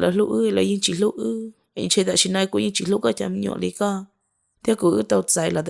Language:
Hmong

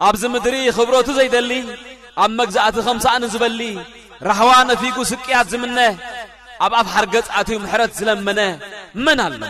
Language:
Tigrinya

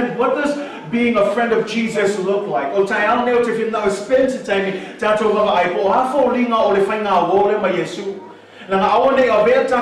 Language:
Samoan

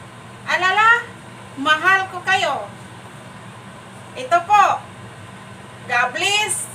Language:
Filipino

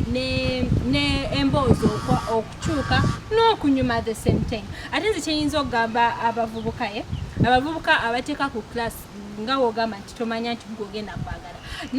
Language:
Ganda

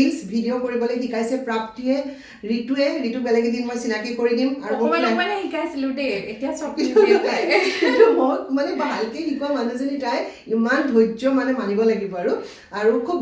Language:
Assamese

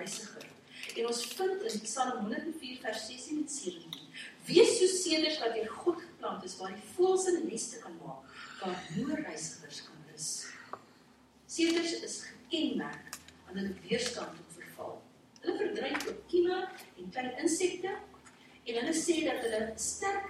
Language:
Afrikaans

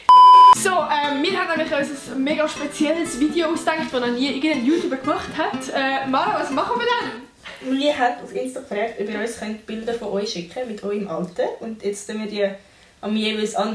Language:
Swiss German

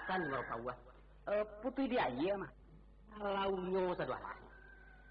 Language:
Minangkabau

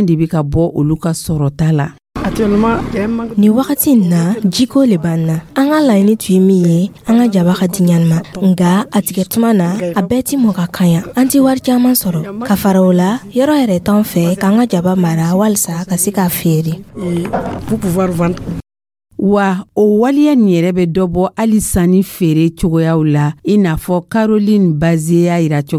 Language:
Dyula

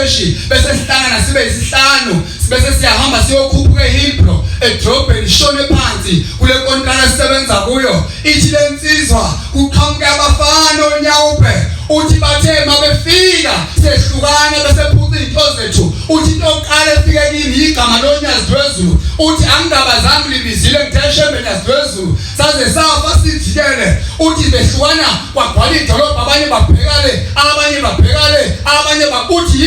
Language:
Zulu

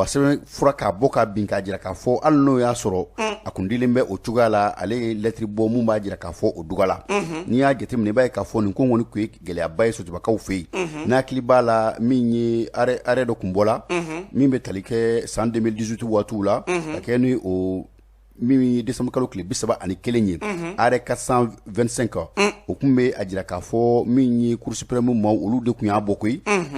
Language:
Bambara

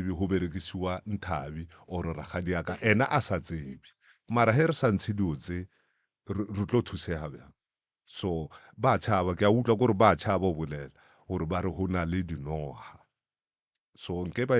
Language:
Northern Sotho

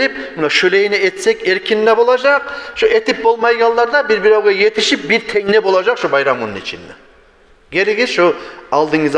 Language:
Kumyk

